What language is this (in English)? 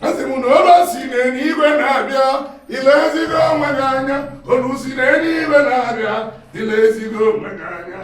Igbo